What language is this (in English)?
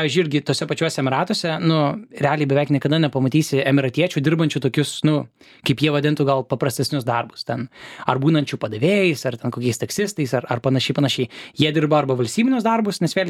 Lithuanian